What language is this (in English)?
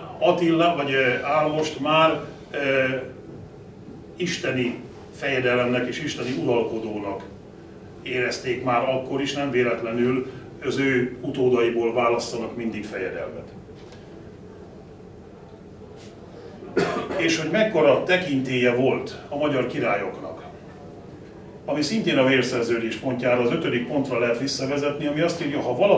Hungarian